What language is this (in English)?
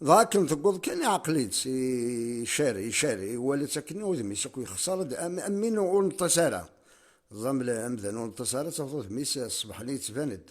Kabyle